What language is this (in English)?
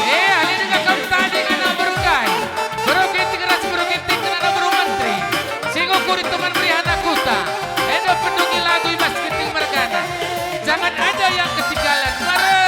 Batak Karo